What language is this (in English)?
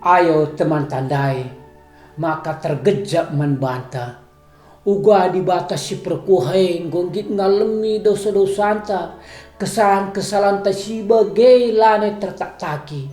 Batak Karo